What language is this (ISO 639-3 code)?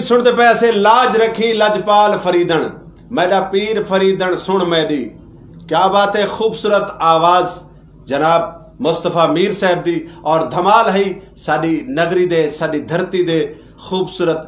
skr